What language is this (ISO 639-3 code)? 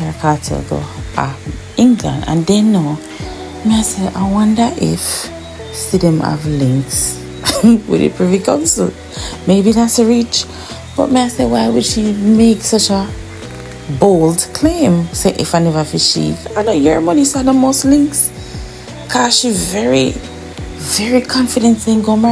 jam